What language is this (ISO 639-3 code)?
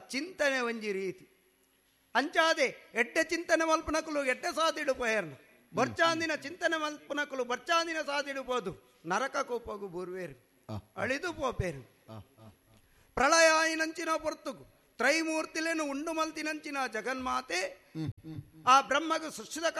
tcy